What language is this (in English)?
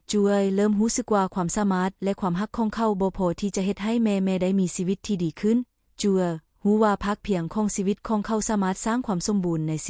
Lao